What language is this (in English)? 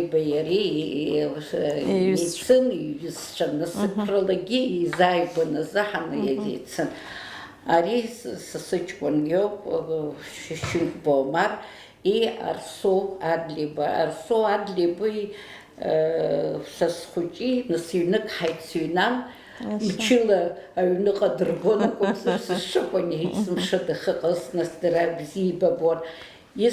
Abkhazian